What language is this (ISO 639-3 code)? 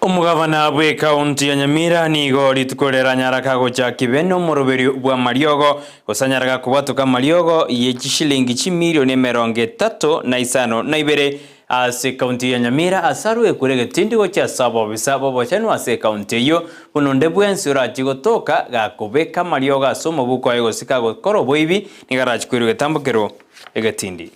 guz